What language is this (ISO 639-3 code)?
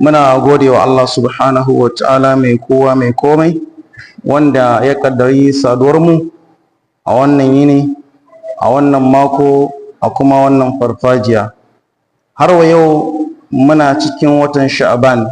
hau